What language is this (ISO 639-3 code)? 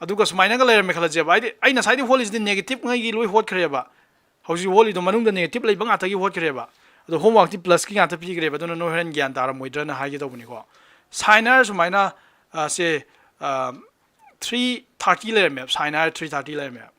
mni